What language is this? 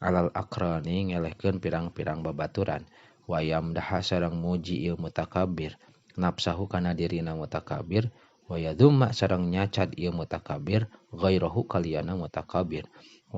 Sundanese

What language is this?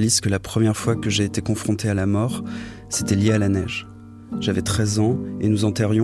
French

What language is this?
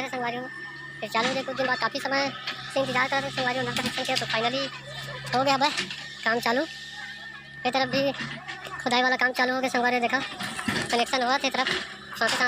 Chhattisgarhi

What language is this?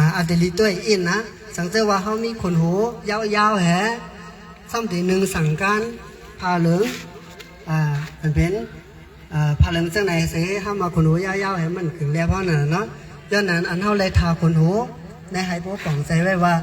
Shan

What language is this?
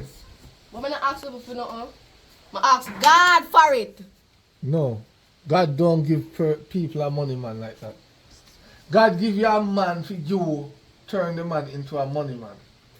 Jamaican Creole English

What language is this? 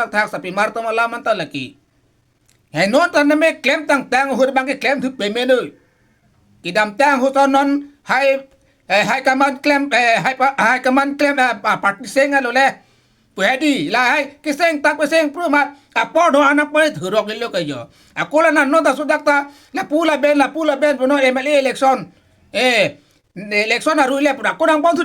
Karbi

